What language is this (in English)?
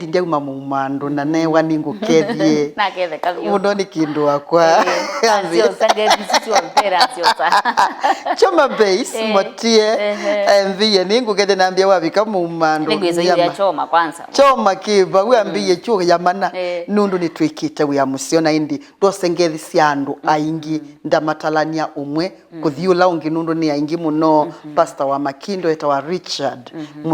Kamba